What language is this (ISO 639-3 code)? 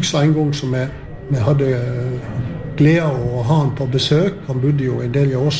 nor